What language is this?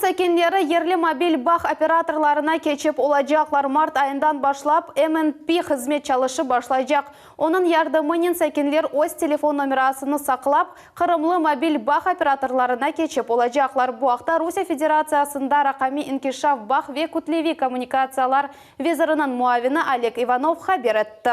Crimean Tatar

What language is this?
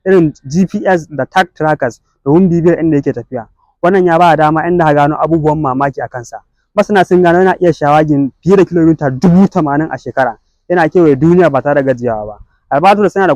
Hausa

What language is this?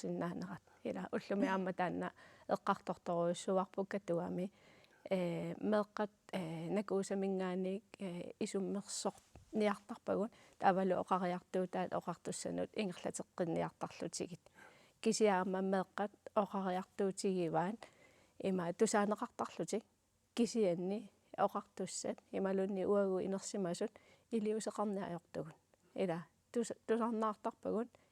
Kalaallisut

